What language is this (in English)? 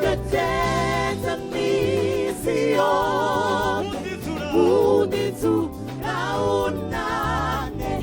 Venda